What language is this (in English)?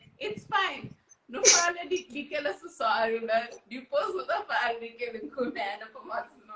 Kabuverdianu